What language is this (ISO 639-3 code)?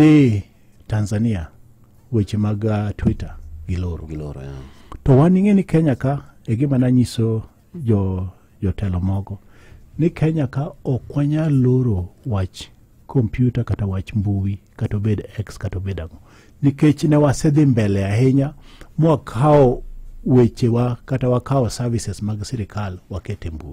luo